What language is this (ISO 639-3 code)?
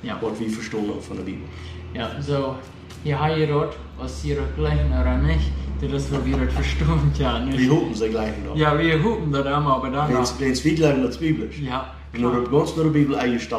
pdt